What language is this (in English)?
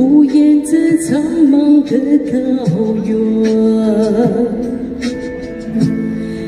Chinese